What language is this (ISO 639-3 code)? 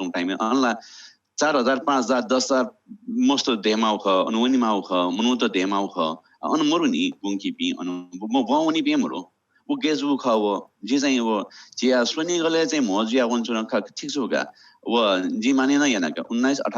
new